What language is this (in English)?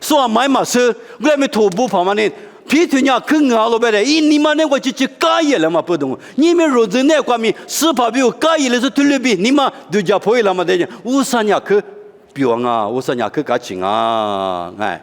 Lisu